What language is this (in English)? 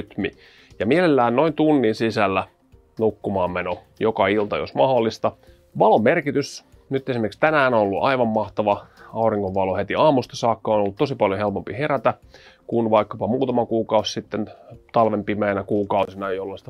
Finnish